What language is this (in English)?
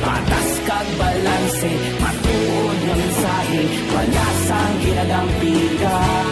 Hiligaynon